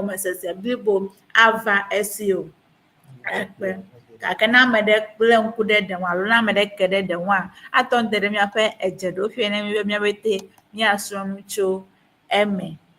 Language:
Ewe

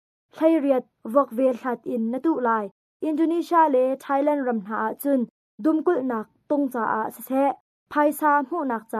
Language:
Hakha Chin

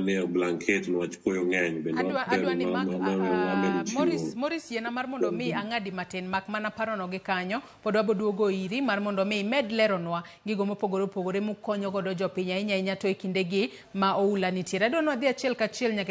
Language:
Luo (Kenya and Tanzania)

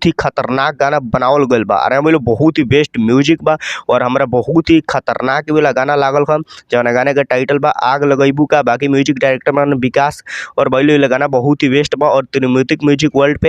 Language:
Bhojpuri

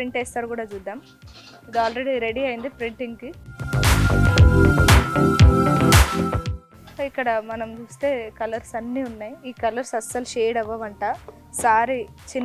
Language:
Telugu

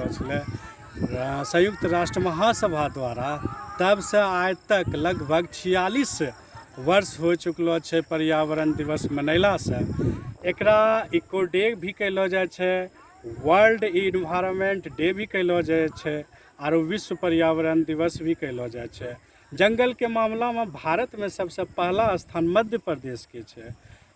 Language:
Angika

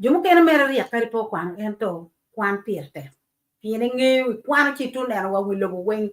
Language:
Acoli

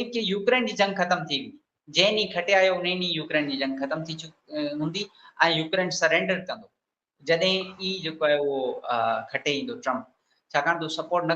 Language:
Sindhi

